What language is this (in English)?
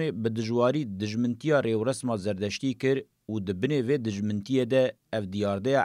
Kurdish